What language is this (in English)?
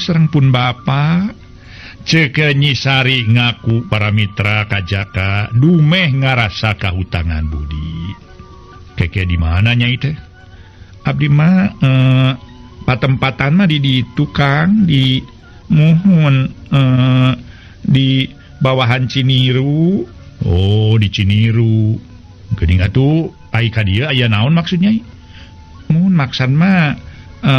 Sundanese